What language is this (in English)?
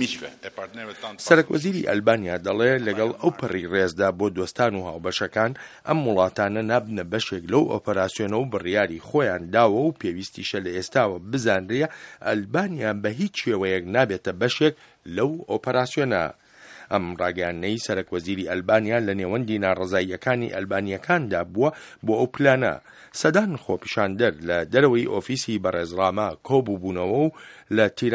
Central Kurdish